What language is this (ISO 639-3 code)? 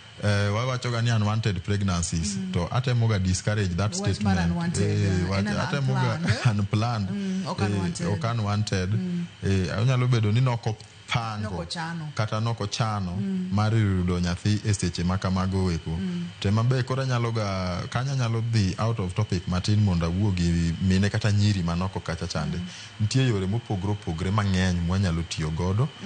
luo